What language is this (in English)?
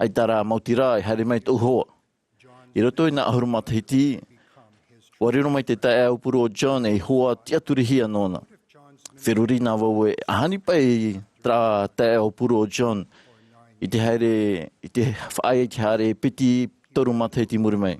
Tahitian